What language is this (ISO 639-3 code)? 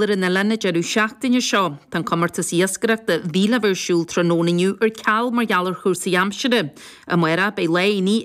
gle